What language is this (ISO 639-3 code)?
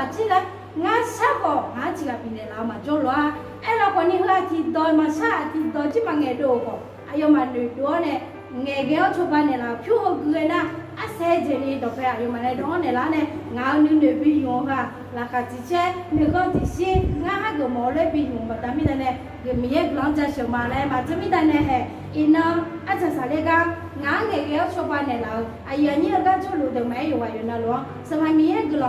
ahk